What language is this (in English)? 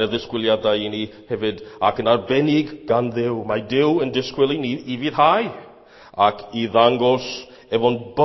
Welsh